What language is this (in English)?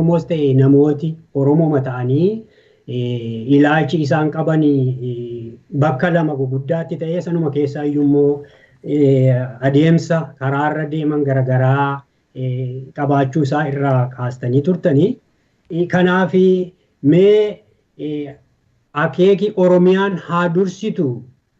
Oromo